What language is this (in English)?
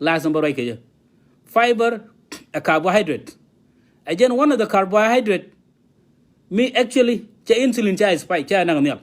Nuer